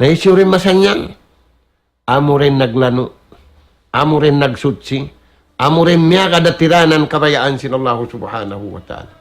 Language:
Tausug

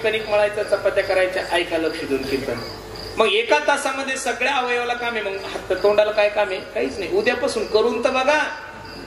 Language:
Marathi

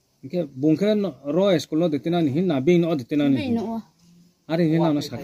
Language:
Riang (India)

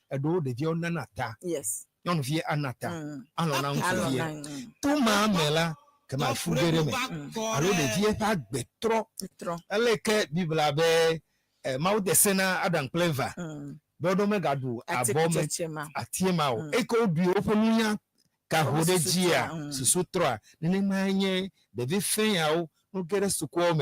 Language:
Ewe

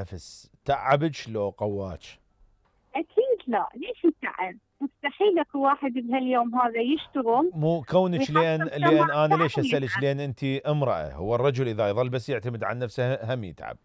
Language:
Mesopotamian Arabic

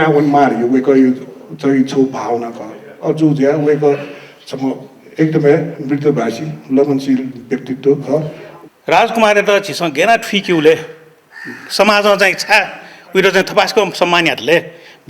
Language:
Newari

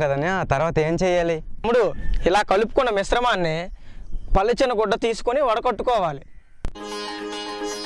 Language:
Telugu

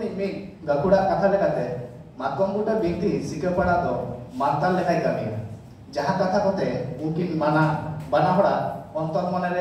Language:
Santali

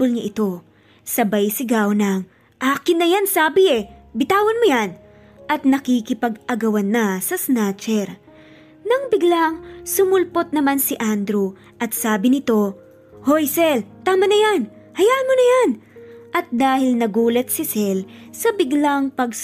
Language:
Filipino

